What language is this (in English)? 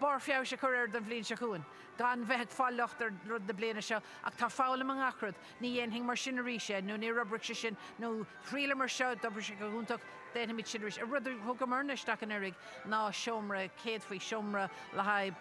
Irish